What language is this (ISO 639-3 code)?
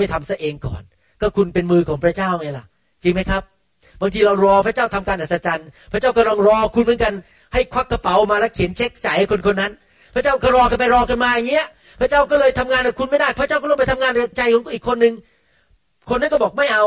tha